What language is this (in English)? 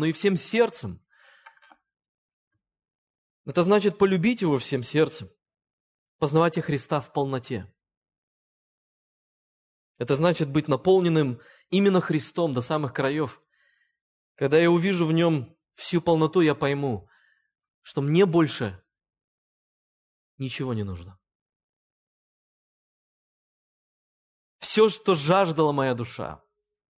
Russian